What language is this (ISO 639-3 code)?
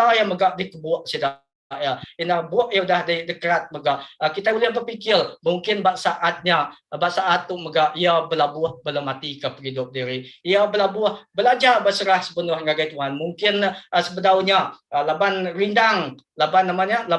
iba